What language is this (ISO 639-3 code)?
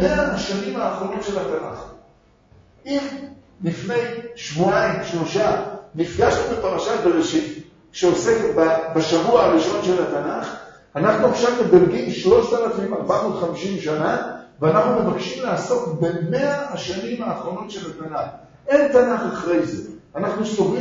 heb